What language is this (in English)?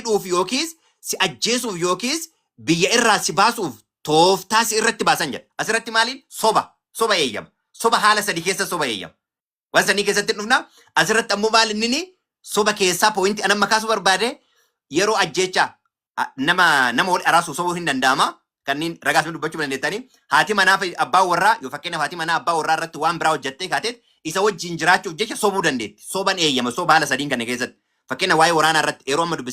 Oromo